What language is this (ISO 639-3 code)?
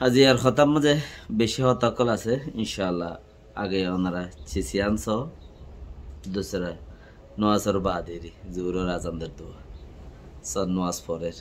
rhg